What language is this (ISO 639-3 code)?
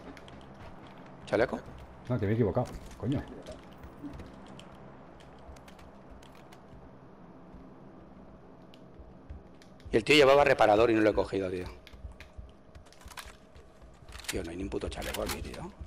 spa